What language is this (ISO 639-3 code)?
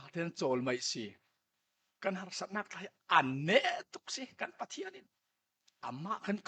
cfm